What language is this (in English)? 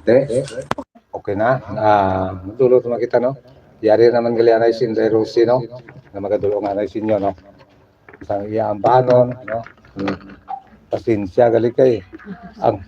Hiligaynon